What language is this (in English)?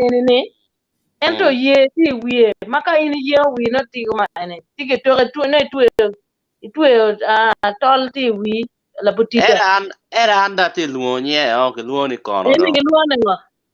Acoli